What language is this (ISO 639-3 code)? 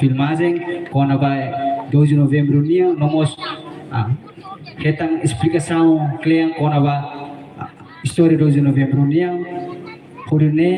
tet